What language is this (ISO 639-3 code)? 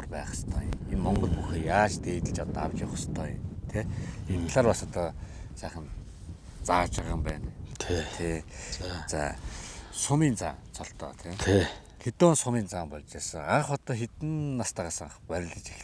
mon